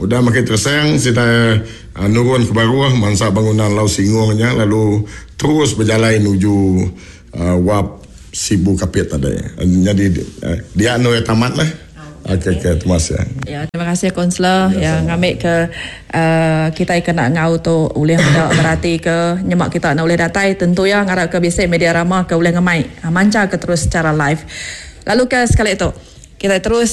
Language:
Iban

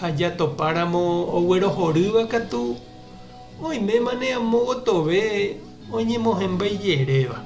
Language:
Guarani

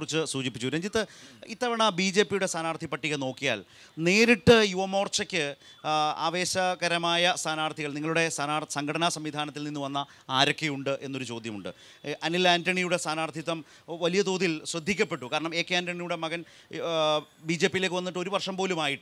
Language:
Malayalam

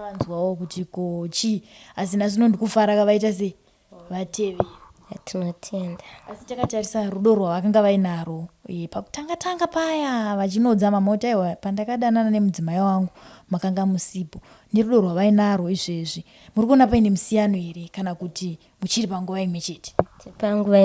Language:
Shona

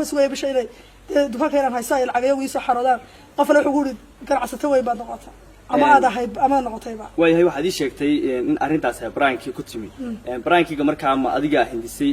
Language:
Somali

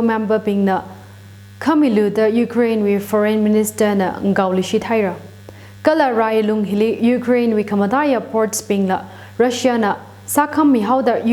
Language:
Tangkhul Naga (India)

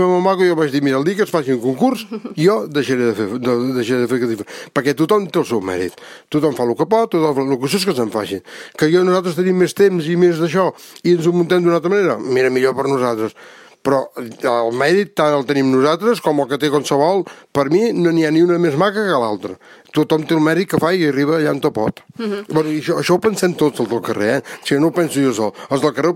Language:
Catalan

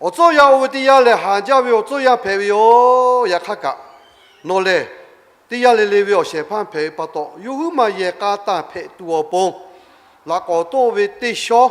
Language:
Lahu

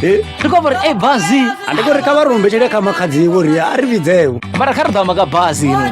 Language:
Venda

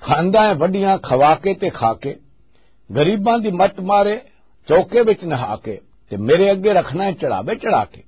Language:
Western Panjabi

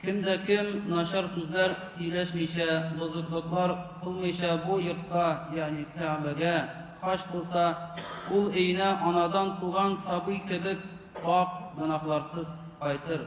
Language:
Tatar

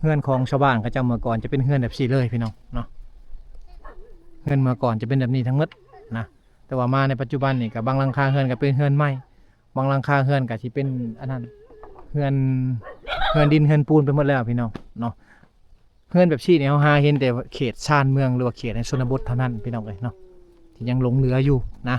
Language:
Lao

